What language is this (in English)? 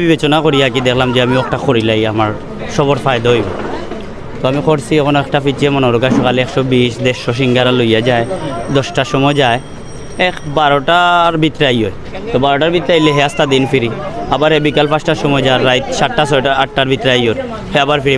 Sylheti